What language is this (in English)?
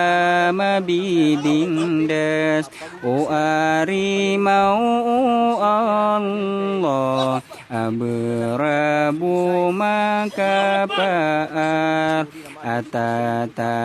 Maranao